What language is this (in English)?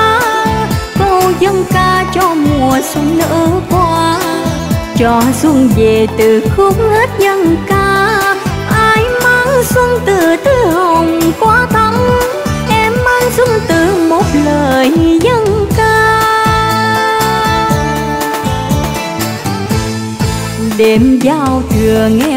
Vietnamese